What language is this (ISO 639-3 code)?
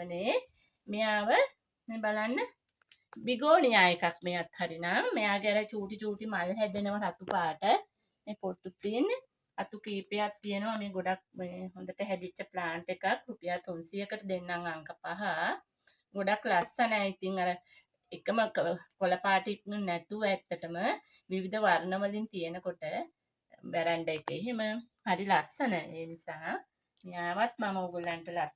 sin